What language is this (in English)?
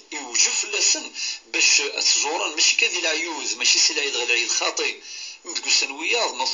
Kabyle